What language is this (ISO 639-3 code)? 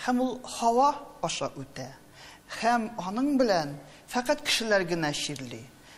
tat